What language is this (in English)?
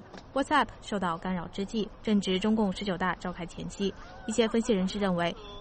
Chinese